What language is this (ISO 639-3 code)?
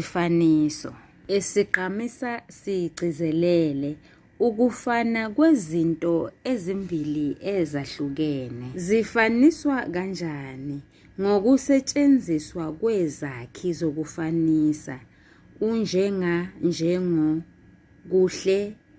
zul